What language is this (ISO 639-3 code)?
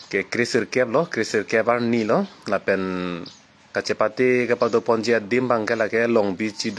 mjw